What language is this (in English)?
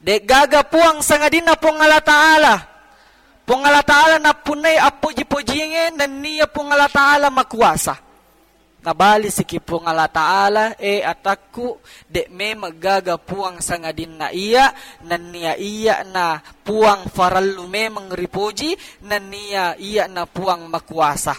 Buginese